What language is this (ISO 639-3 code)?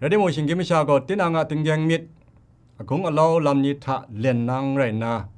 kac